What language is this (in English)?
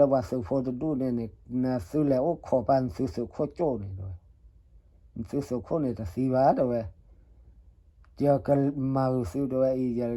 S'gaw Karen